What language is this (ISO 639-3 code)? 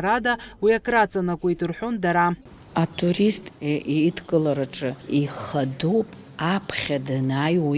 abk